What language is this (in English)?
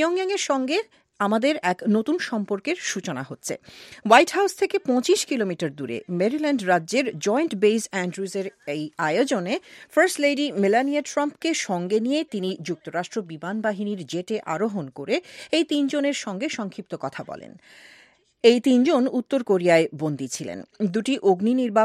Bangla